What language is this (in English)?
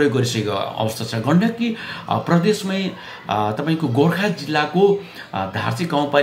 Nepali